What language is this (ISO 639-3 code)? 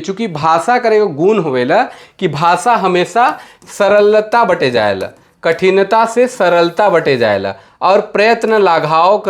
sck